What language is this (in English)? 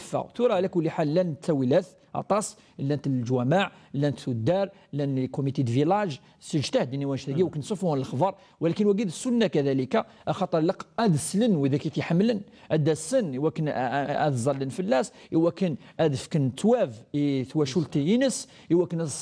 Kabyle